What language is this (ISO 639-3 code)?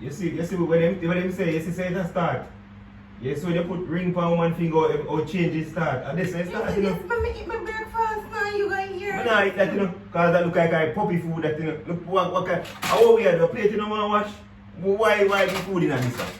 jam